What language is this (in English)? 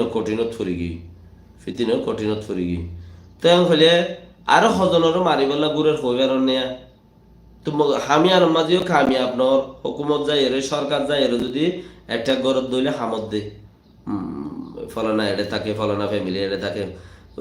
Rohingya